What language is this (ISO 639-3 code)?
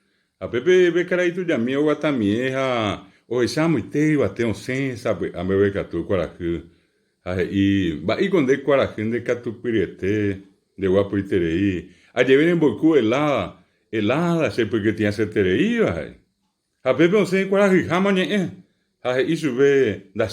grn